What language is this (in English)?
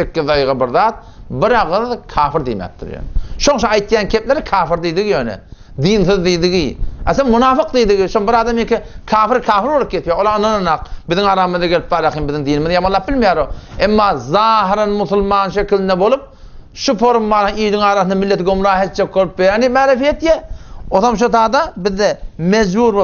Turkmen